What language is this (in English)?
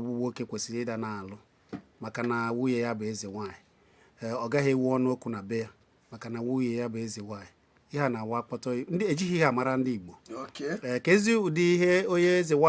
Igbo